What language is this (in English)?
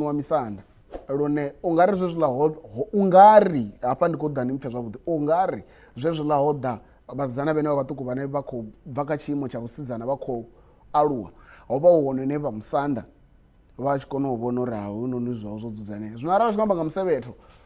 Venda